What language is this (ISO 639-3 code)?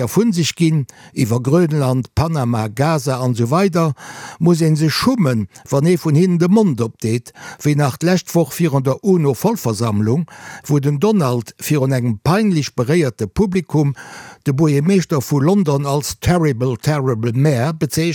ltz